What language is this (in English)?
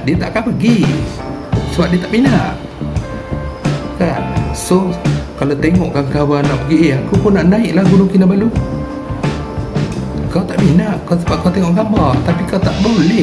Malay